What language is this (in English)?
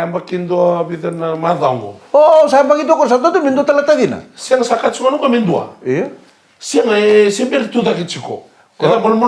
Fijian